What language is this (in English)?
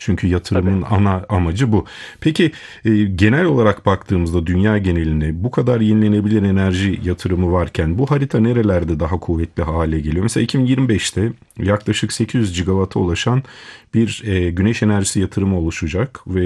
Turkish